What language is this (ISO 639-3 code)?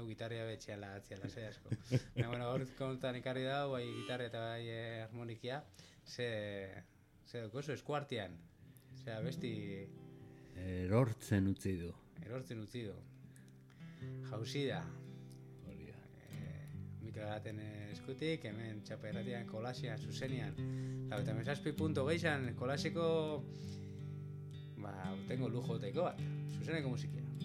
eus